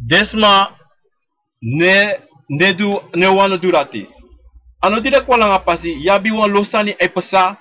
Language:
Sranan Tongo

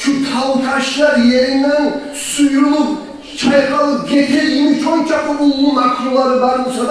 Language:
Kumyk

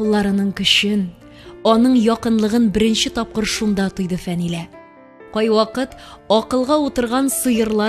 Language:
Tatar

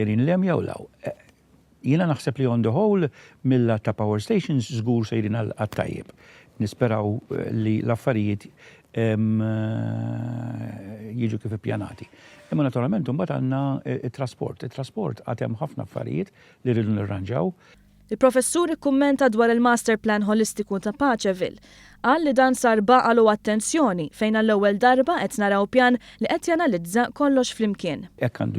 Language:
Maltese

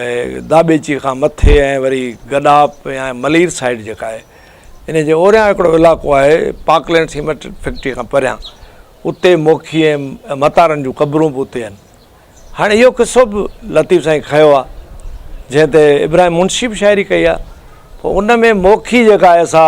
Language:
Sindhi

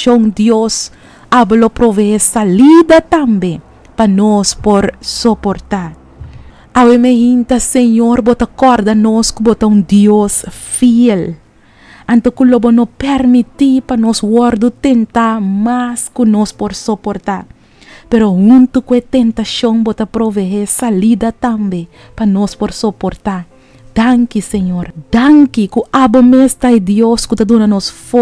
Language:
Papiamento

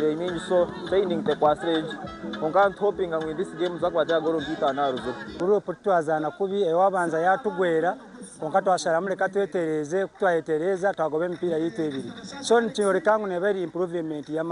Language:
Nyankole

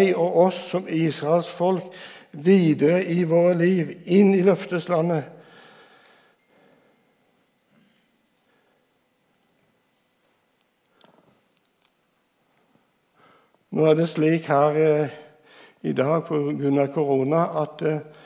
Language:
Norwegian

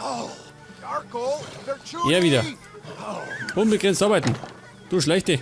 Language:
Bavarian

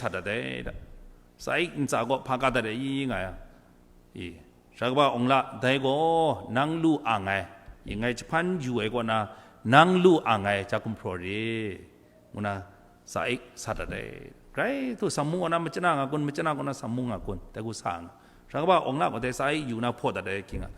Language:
Kachin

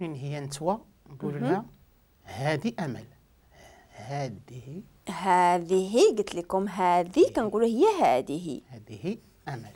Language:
Moroccan Arabic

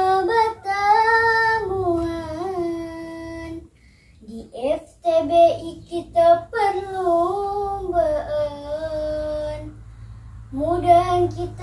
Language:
Banjar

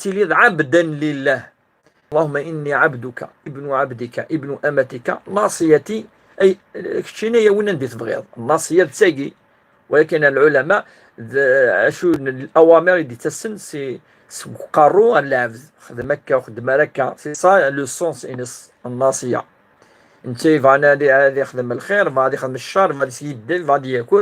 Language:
Kabyle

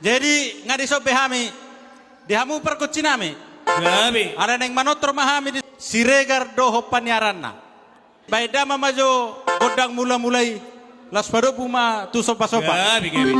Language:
Batak Toba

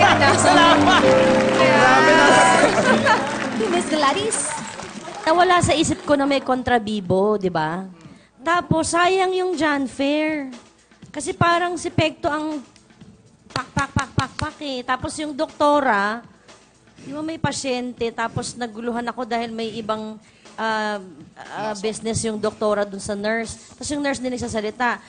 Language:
Filipino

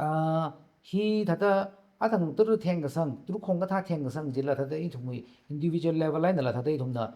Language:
Tangkhul Naga (India)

